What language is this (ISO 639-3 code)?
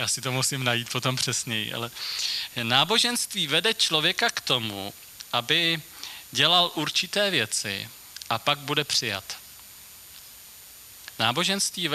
ces